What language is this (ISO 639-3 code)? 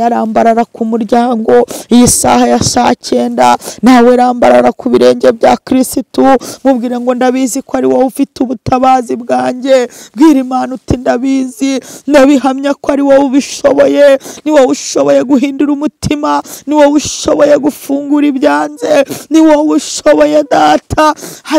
kin